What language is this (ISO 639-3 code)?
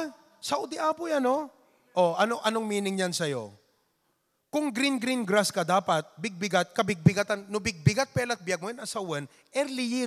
ilo